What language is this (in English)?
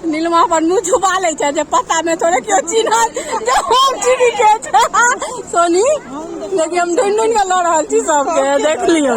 Maithili